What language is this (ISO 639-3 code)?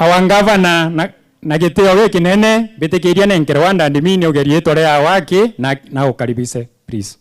mer